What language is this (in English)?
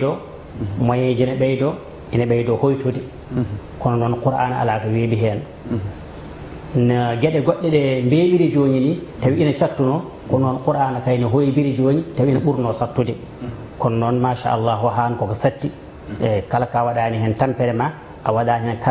Fula